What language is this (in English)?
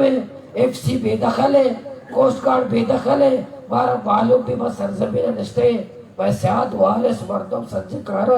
Baluchi